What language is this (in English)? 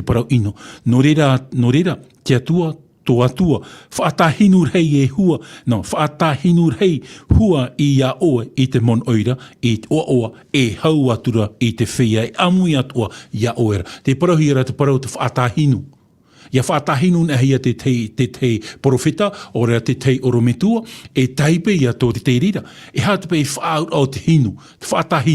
Tahitian